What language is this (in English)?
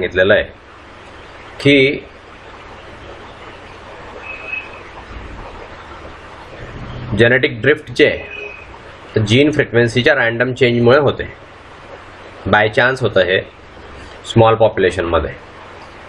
Marathi